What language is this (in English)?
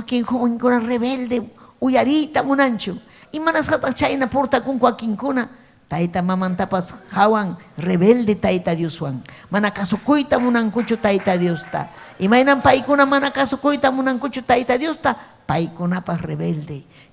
Ayacucho Quechua